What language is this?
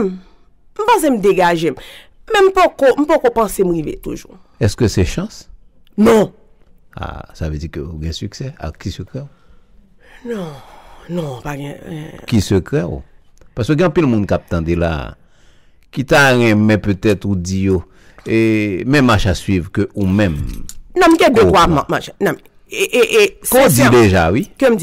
Haitian Creole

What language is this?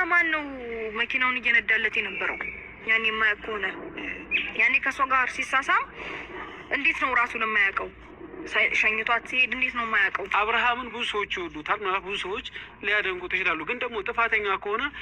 Amharic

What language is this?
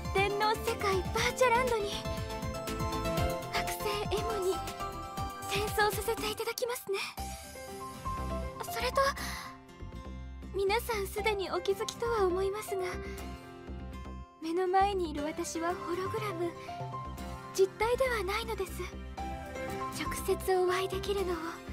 Japanese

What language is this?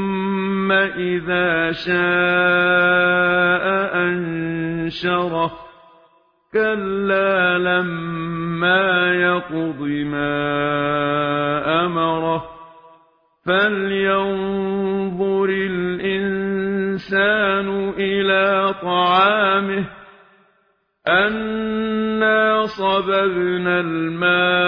Arabic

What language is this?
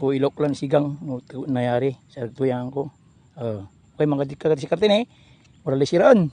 Pangasinan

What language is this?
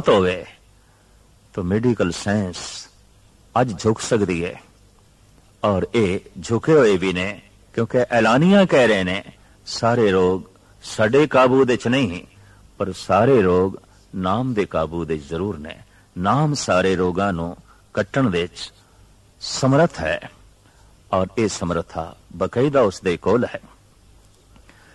Punjabi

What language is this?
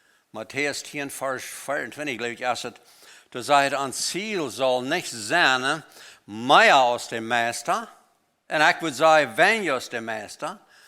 Plautdietsch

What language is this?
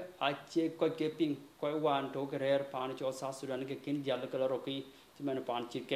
Dinka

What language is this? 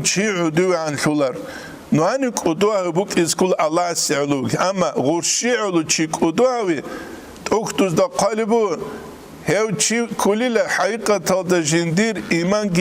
Avaric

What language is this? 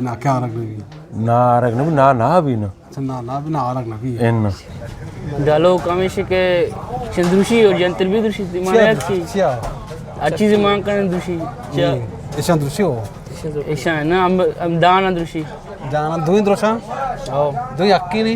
Eastern Balochi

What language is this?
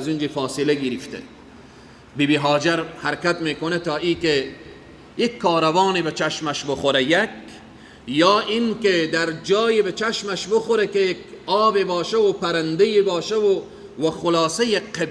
Persian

